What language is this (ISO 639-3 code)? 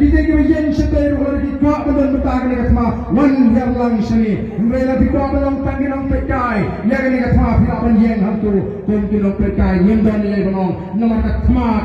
kha